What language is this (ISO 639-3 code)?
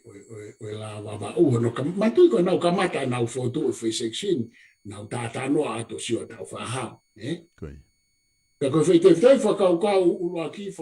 ton